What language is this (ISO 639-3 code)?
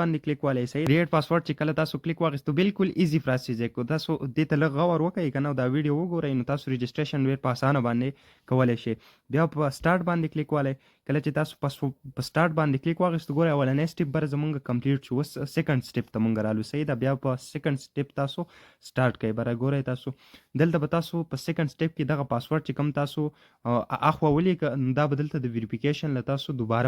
pus